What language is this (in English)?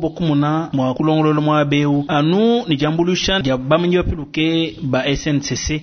Luba-Lulua